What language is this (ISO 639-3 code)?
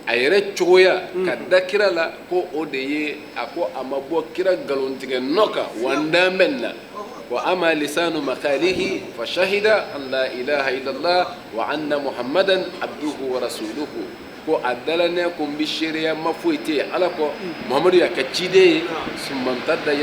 bam